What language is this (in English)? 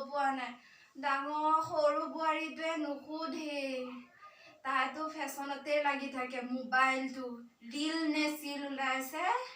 Assamese